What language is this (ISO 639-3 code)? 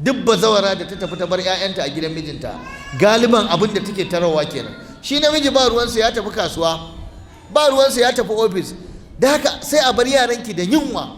hau